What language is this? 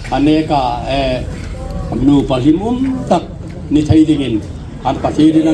Hmar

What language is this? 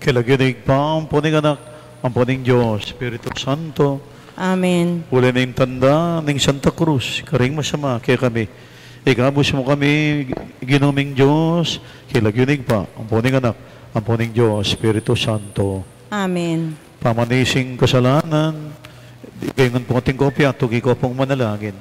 Pampanga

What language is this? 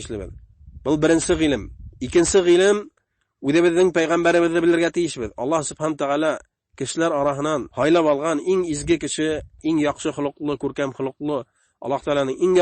Bashkir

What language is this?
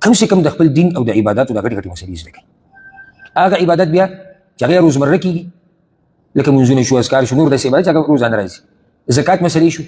Pashto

